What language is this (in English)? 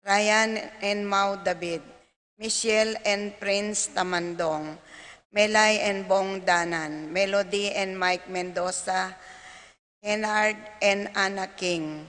Pampanga